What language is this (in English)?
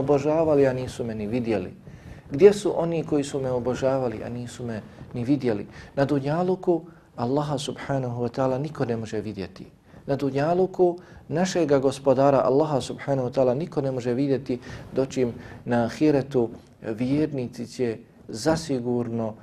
Bosnian